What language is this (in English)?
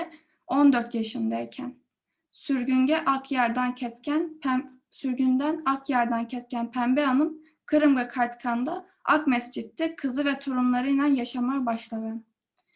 Crimean Tatar